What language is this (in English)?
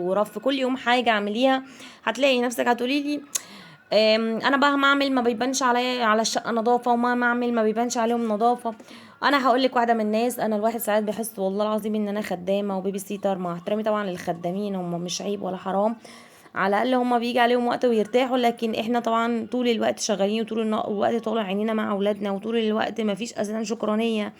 Egyptian Arabic